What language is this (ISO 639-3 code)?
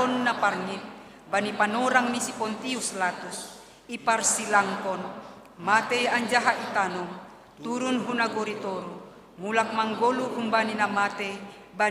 bts